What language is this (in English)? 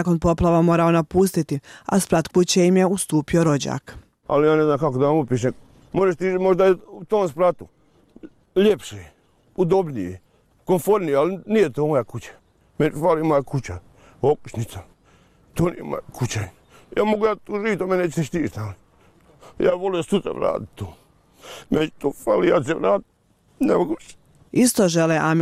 Bosnian